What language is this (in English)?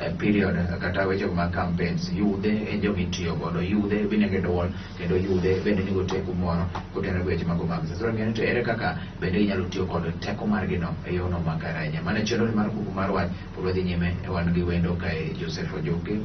Luo (Kenya and Tanzania)